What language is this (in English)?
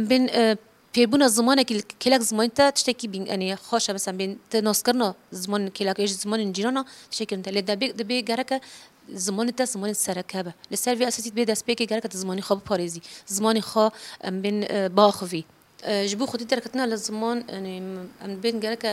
Kurdish